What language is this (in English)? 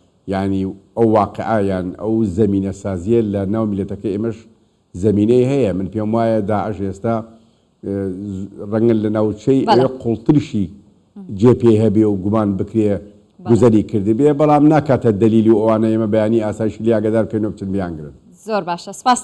Central Kurdish